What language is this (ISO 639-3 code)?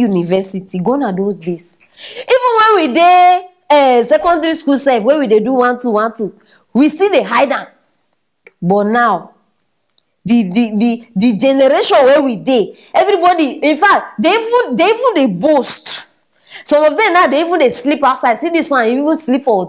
pcm